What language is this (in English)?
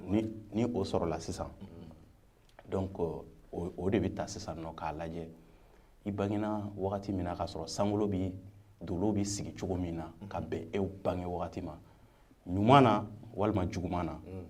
Bambara